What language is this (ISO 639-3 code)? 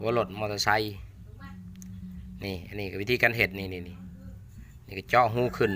lao